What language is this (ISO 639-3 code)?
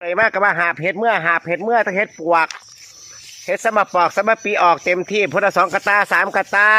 tts